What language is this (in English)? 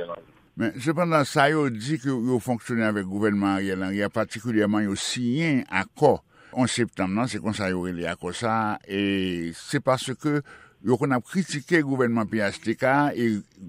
Haitian Creole